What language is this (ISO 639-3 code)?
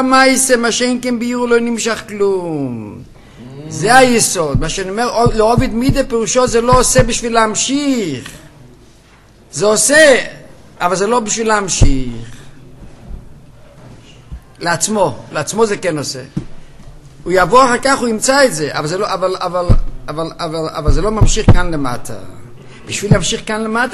heb